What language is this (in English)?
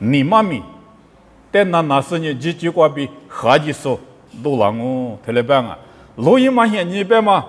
Lisu